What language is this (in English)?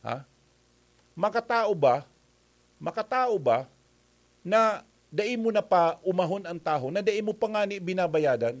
Bikol